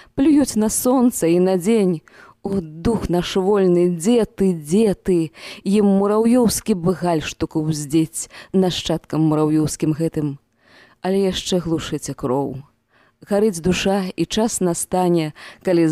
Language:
Belarusian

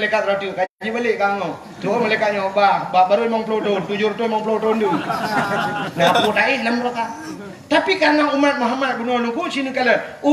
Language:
Achinese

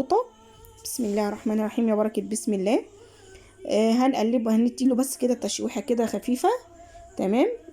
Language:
Egyptian Arabic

